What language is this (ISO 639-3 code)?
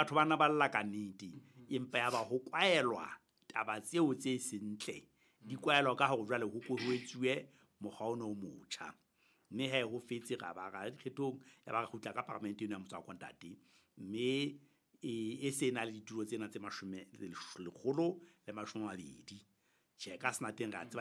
sot